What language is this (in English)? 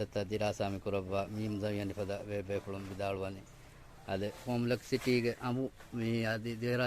Divehi